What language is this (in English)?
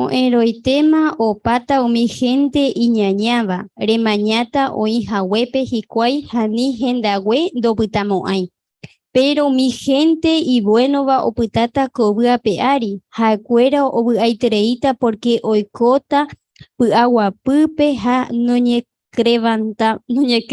Guarani